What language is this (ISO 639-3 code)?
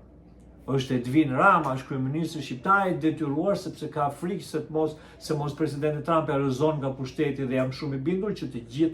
sqi